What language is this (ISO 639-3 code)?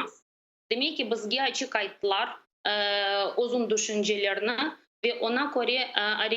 crh